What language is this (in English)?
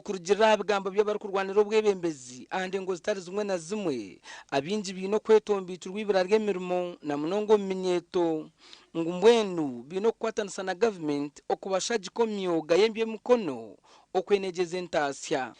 Nyankole